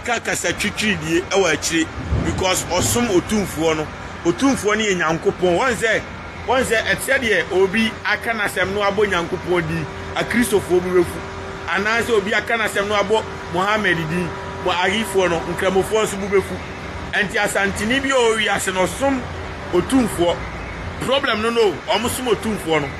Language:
Akan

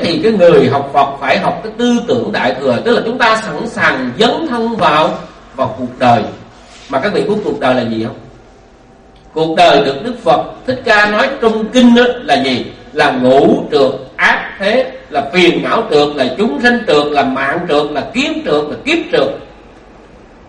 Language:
Vietnamese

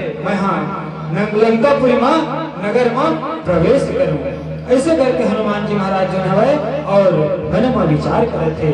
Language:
Chhattisgarhi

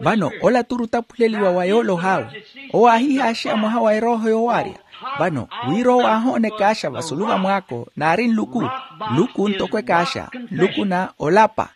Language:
Makhuwa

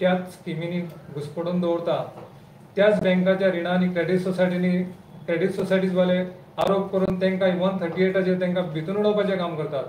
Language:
Konkani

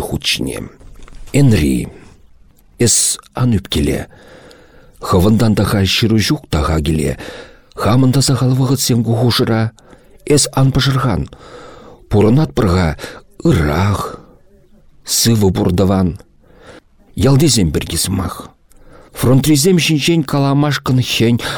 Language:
Chuvash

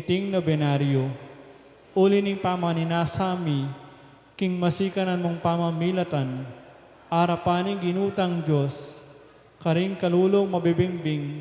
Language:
Pampanga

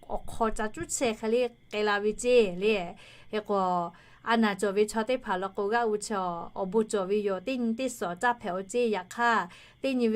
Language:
Lahu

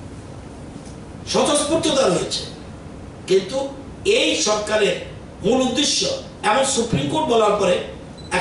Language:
Bangla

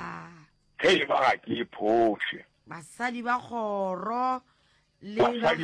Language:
Northern Sotho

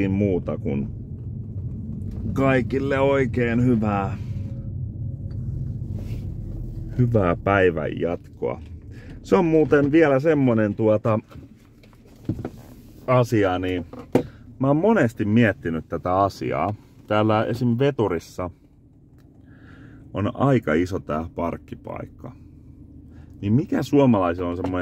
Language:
Finnish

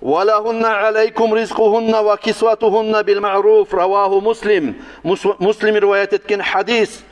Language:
Kumyk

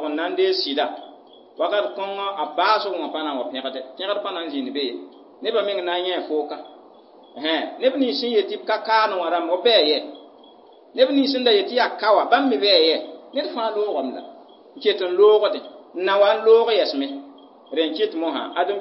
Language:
Mossi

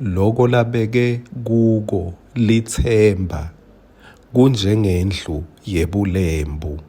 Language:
Swati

